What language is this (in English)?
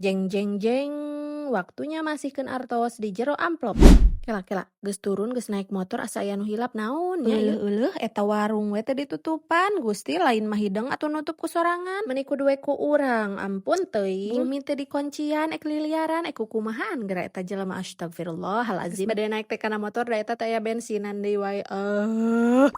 Sundanese